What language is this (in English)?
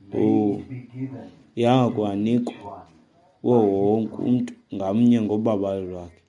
Xhosa